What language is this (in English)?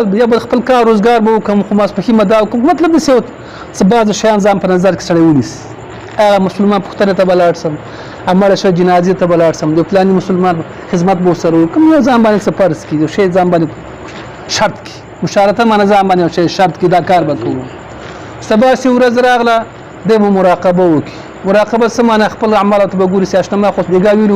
Pashto